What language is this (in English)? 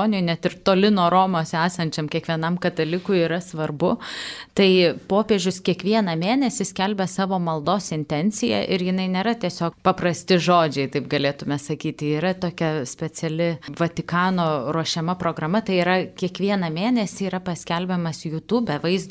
Lithuanian